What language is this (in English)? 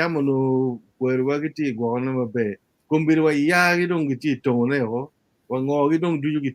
Acoli